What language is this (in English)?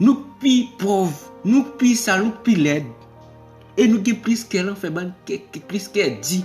Haitian Creole